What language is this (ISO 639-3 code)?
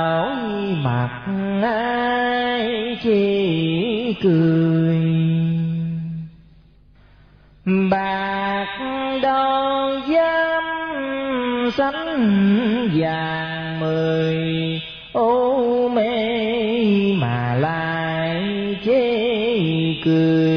vie